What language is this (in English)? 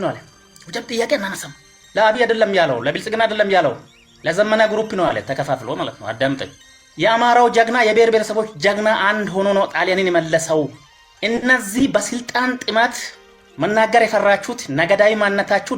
Amharic